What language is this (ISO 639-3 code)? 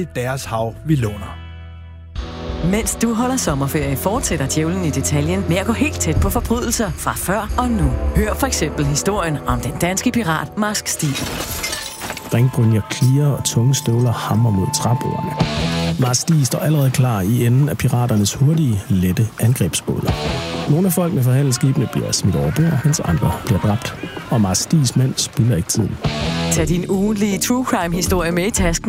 dan